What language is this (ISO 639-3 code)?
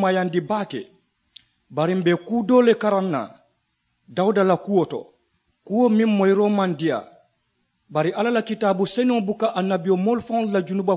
man